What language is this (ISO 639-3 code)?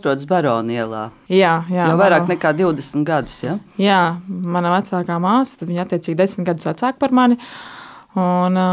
lav